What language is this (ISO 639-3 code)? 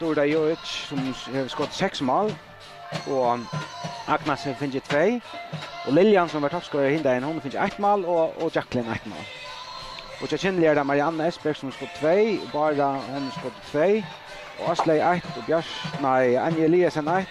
fao